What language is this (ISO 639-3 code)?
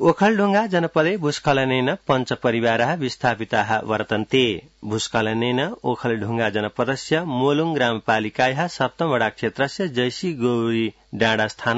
san